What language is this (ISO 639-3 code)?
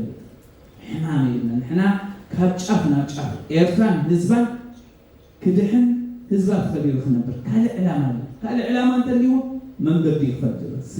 tir